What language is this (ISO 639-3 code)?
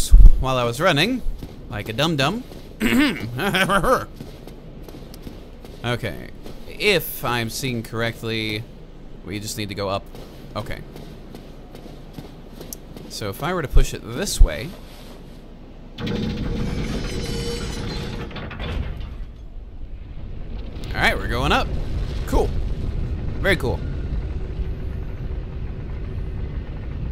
eng